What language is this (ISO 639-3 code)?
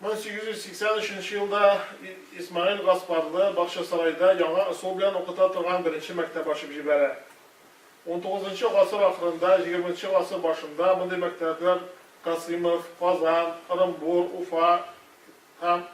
tat